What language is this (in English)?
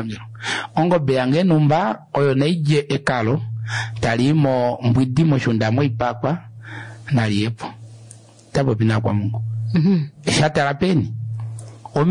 Kuanyama